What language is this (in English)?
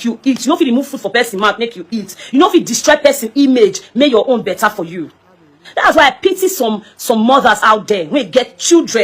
Nigerian Pidgin